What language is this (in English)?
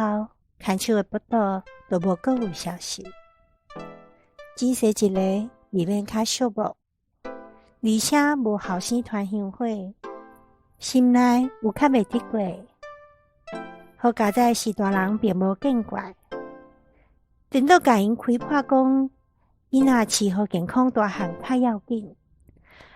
Min Nan Chinese